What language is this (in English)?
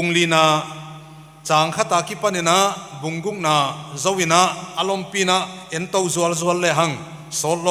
Paite Chin